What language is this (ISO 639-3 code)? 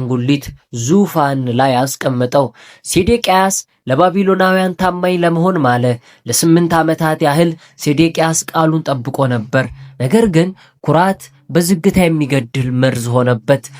amh